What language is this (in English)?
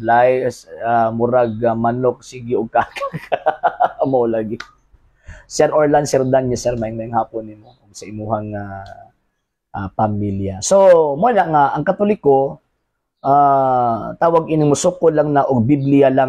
Cebuano